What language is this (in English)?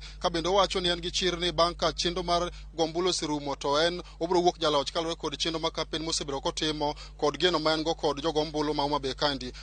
Luo (Kenya and Tanzania)